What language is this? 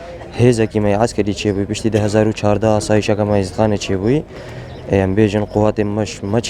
Kurdish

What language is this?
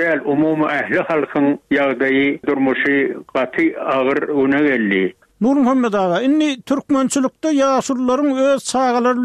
Turkmen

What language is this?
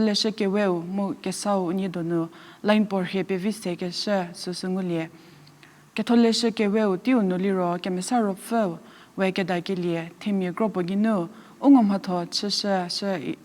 Angami Naga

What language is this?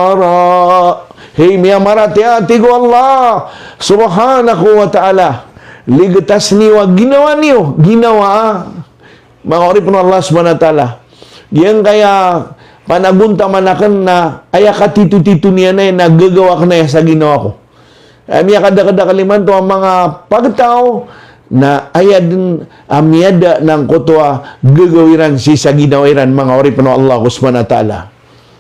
Maranao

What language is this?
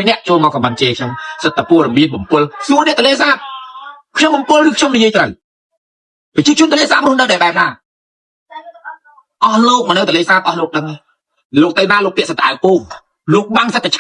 Khmer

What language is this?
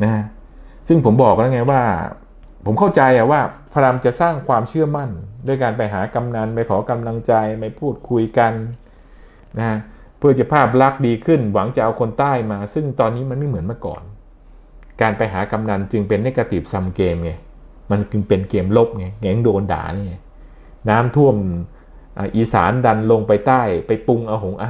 Thai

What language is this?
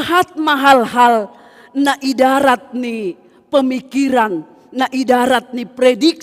Batak Simalungun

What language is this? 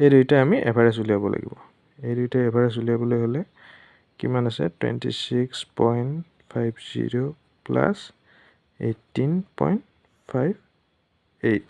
Assamese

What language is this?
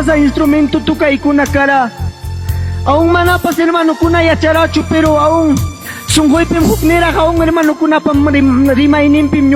Ayacucho Quechua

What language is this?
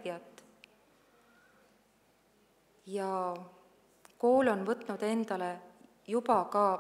Estonian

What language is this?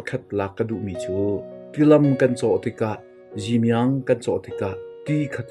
Hakha Chin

